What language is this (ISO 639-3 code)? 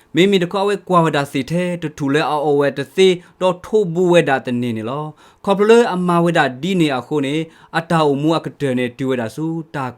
ksw